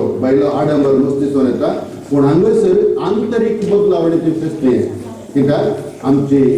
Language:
Konkani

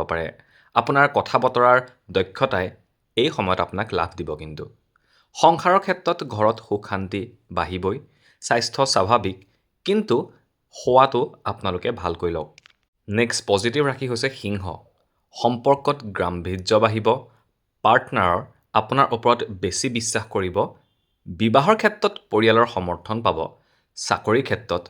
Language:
Assamese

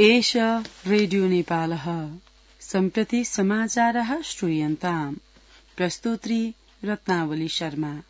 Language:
Sanskrit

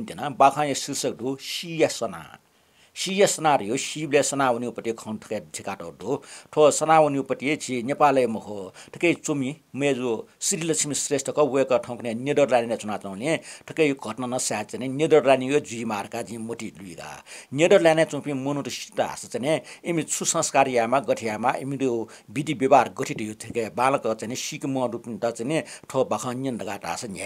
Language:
Newari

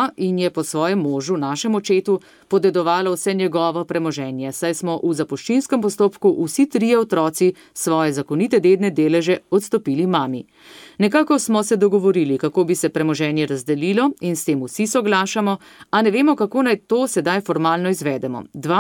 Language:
Slovenian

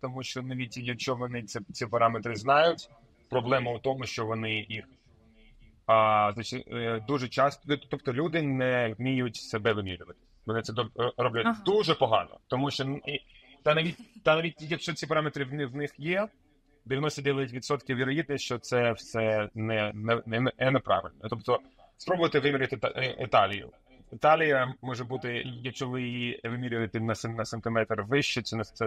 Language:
Ukrainian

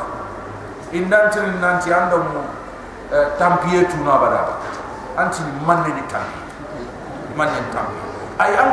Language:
Soninke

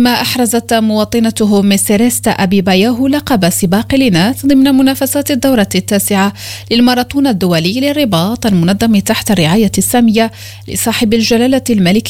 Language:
Arabic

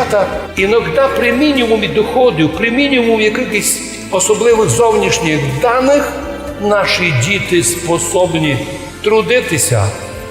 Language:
Rusyn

